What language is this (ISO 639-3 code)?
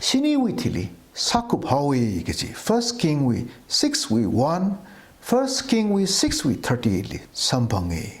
nmf